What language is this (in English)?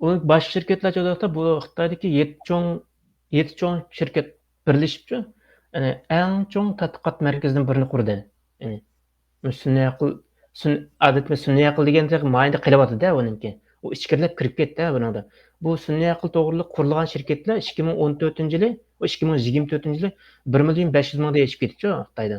Uyghur